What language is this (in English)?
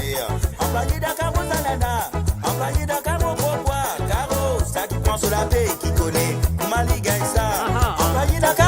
Morisyen